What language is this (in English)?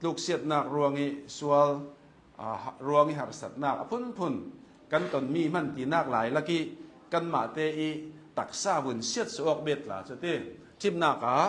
Hakha Chin